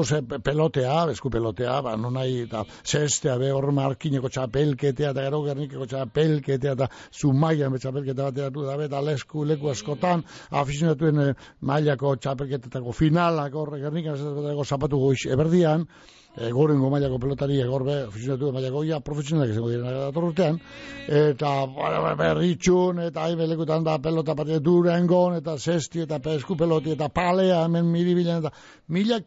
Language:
Basque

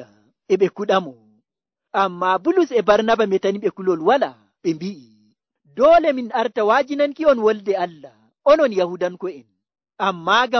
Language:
Nigerian Fulfulde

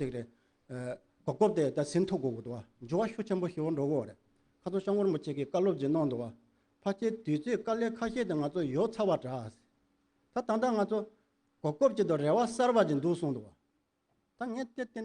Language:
Tibetan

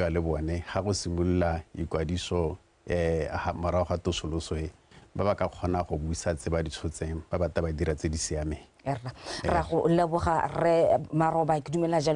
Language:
Tswana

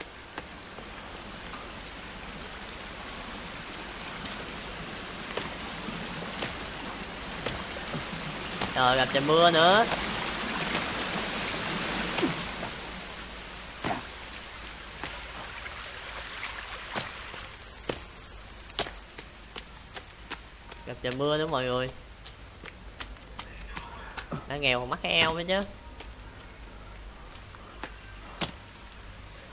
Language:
Vietnamese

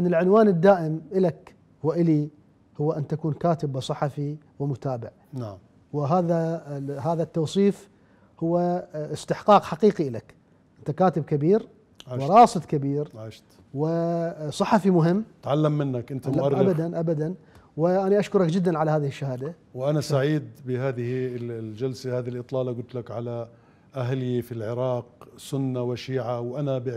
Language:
Mesopotamian Arabic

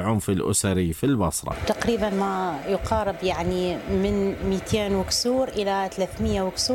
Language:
Mesopotamian Arabic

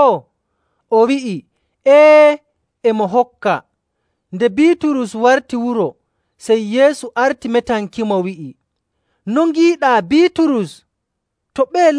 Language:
Nigerian Fulfulde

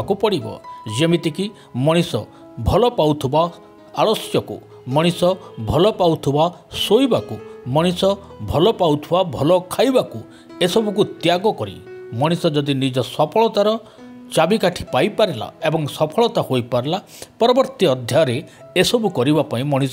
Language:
Odia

